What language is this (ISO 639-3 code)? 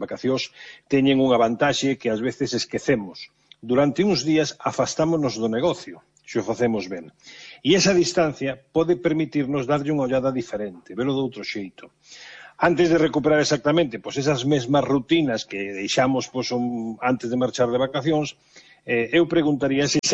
glg